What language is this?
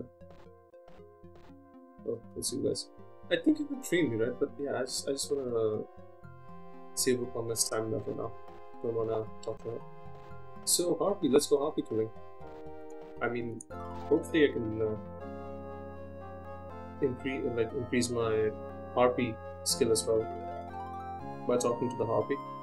English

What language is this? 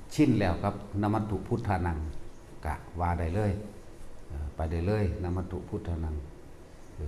Northeastern Thai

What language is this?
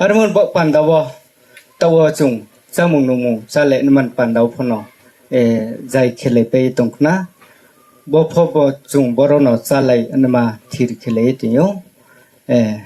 Riang (India)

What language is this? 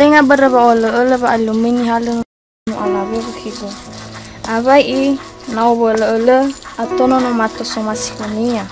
Nias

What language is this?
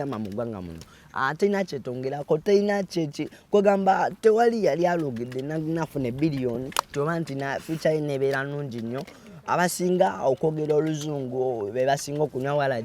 Ganda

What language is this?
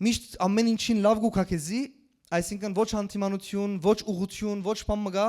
Western Armenian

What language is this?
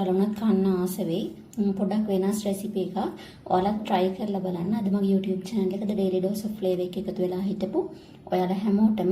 Sinhala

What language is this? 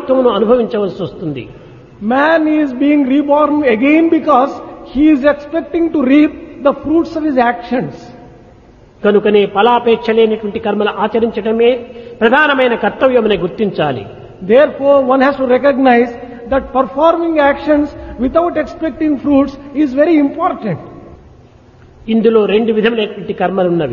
Telugu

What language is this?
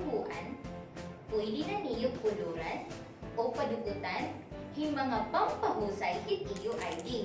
Waray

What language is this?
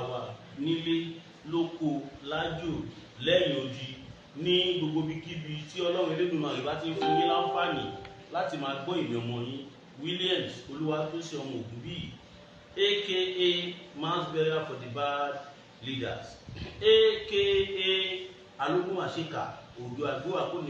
Yoruba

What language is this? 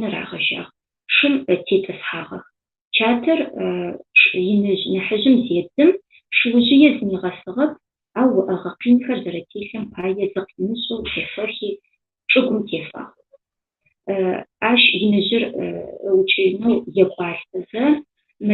Adyghe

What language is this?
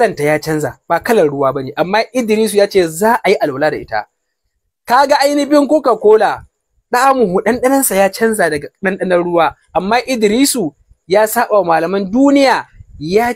Hausa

